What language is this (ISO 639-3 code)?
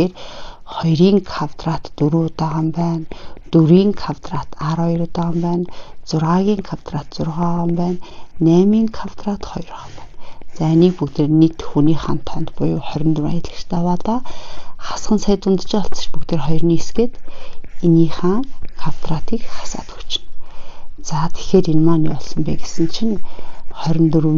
mon